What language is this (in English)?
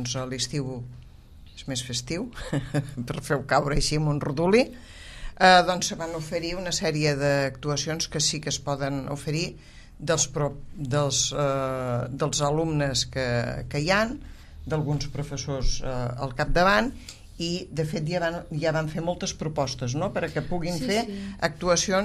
Catalan